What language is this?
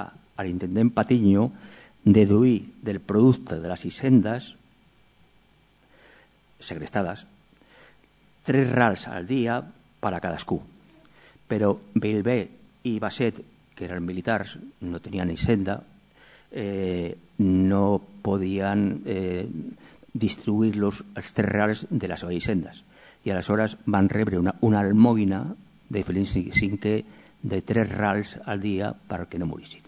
Catalan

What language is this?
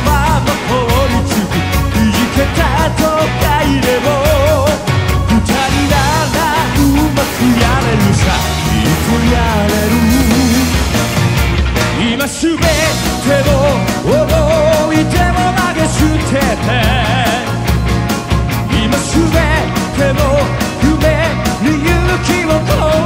Japanese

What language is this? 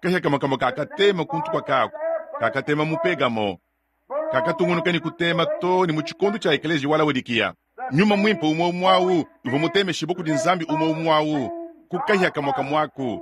Luba-Lulua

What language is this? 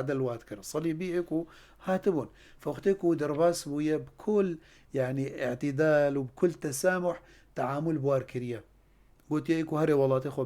Kurdish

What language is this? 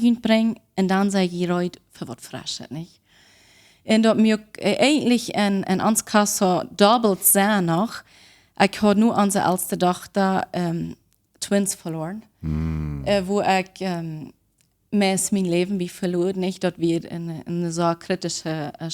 Plautdietsch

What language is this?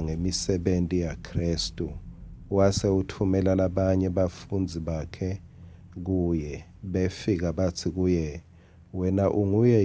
Swati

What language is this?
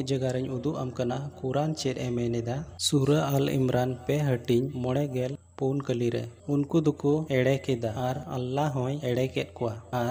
Santali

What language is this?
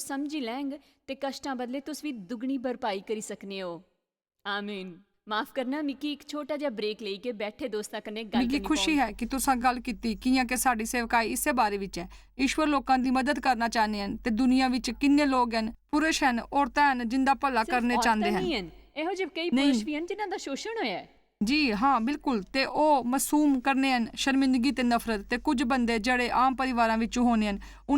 Dogri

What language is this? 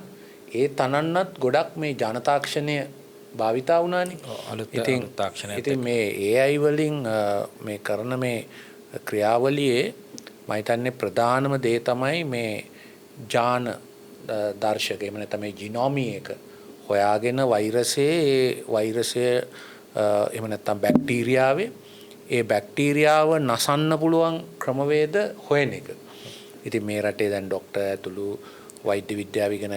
Sinhala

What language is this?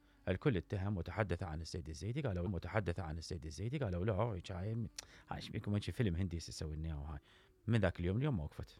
Mesopotamian Arabic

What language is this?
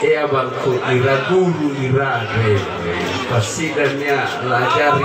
Nias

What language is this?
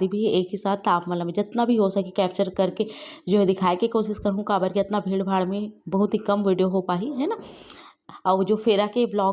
Chhattisgarhi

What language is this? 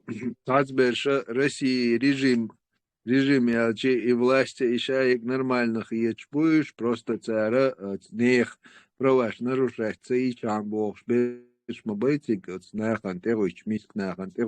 Chechen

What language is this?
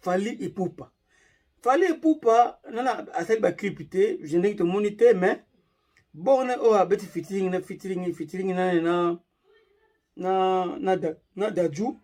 Lingala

